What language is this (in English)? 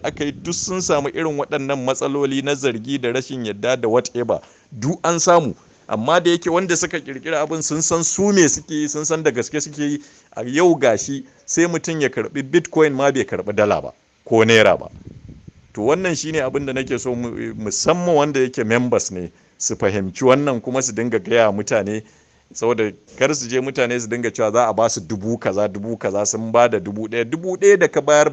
Hausa